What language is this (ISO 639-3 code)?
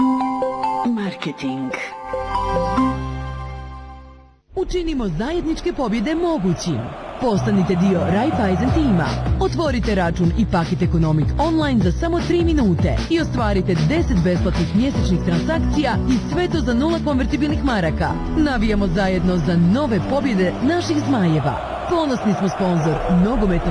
bos